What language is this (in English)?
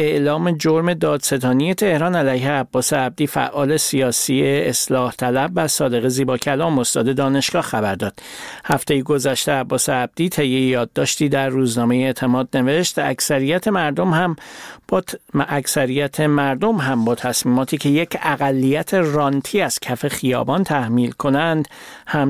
Persian